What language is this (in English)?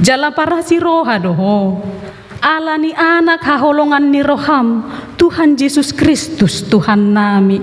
Batak Toba